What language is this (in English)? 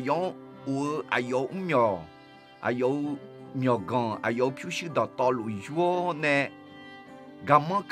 Akha